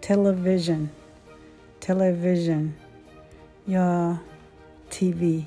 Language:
Hmong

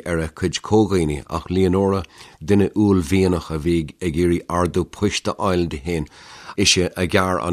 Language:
Irish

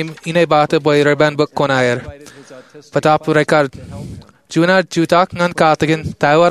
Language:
Marshallese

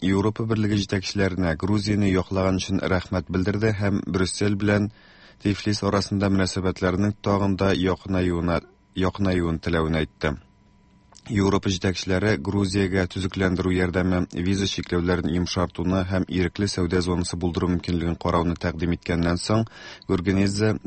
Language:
Tatar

